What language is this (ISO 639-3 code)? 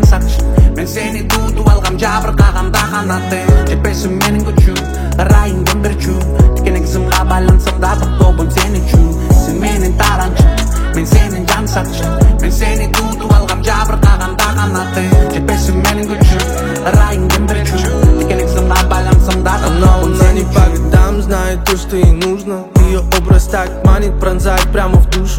kir